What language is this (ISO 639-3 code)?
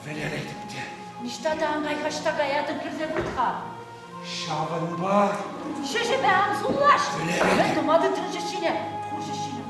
chv